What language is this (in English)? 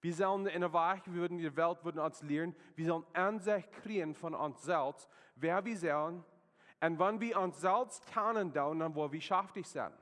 Plautdietsch